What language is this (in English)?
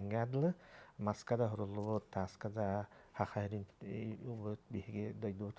Yakut